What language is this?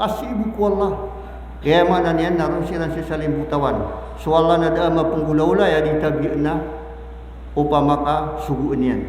Maranao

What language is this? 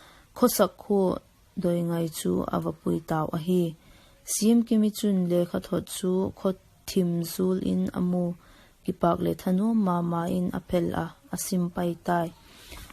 Vaiphei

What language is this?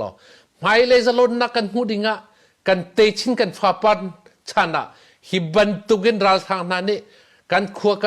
Hakha Chin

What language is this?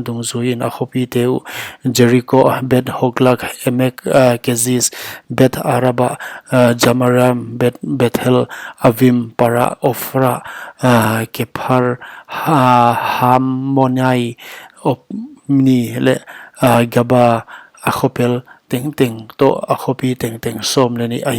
Paite Chin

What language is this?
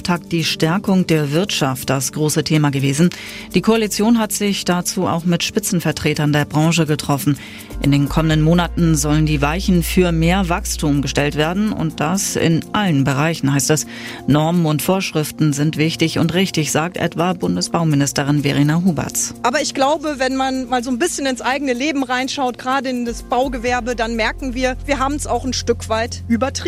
German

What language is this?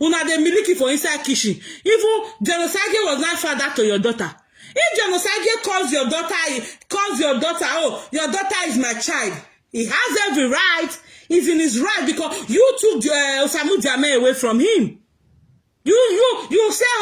Nigerian Pidgin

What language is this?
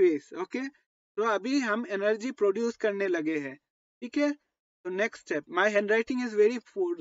Hindi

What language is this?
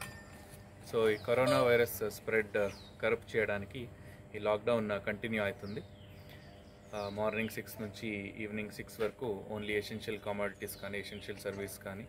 Telugu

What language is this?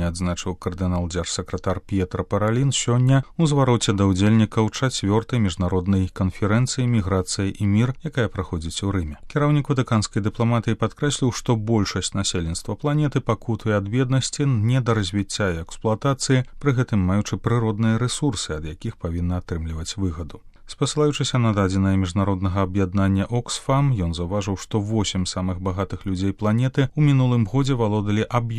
Belarusian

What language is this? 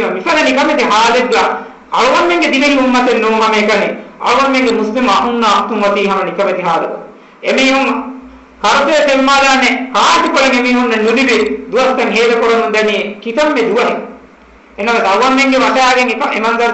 Divehi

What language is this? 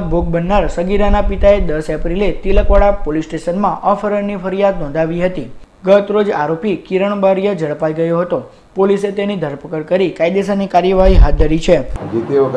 Gujarati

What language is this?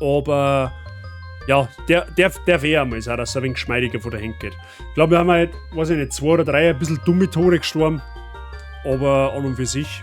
Bavarian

